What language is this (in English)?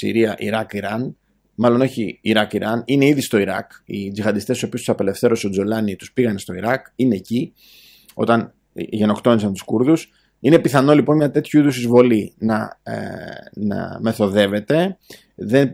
Greek